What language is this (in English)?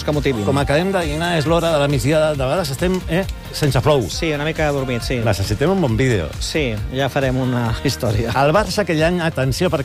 Catalan